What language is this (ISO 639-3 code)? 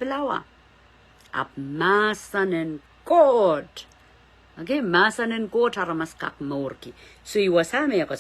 pon